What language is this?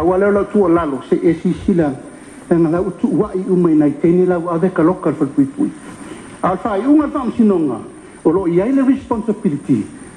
Samoan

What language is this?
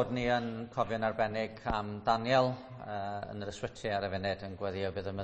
Welsh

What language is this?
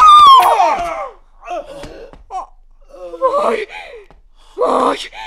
Persian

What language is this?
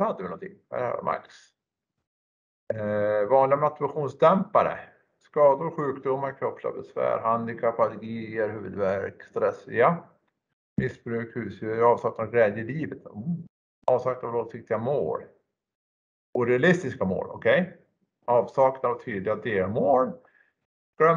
Swedish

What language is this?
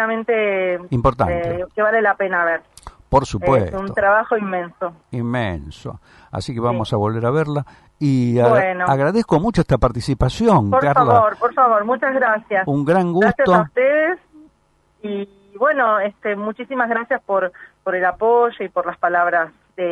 Spanish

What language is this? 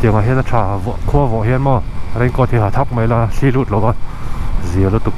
Mizo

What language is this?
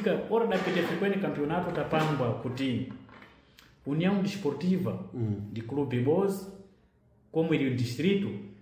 Sena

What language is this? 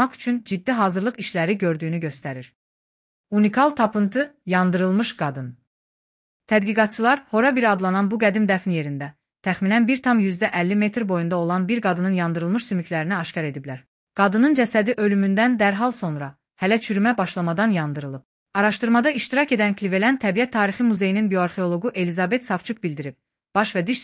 Azerbaijani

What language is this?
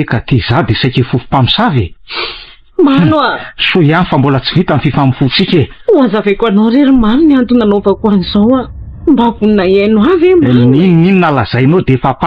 Malagasy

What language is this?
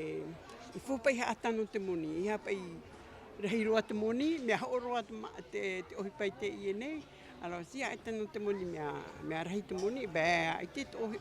Tahitian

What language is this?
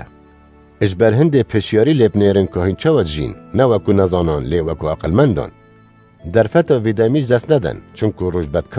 Kurdish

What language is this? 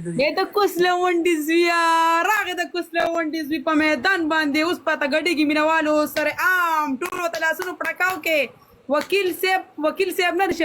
Pashto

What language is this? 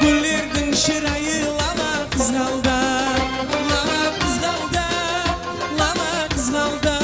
Kara-Kalpak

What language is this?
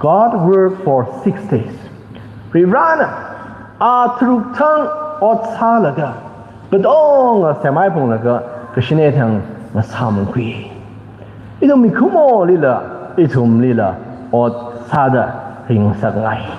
Tangkhul Naga (India)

